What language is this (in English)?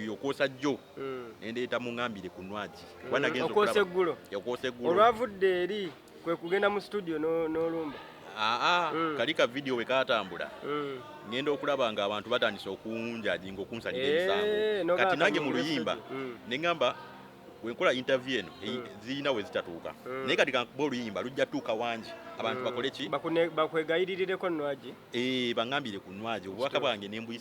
Ganda